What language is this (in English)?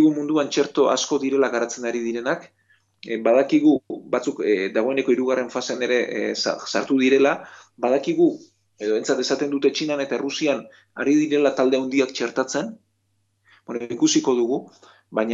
Basque